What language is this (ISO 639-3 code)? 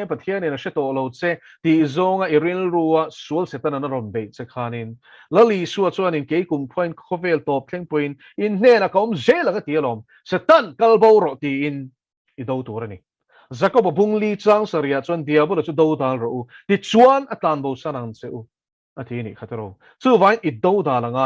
lus